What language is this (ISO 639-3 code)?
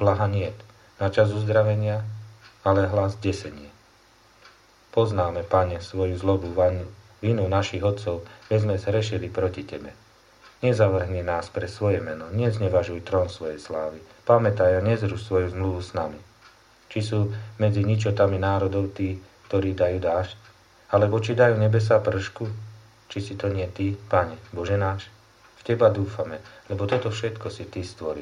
slk